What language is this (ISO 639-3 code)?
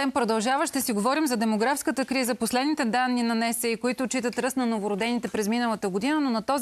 bul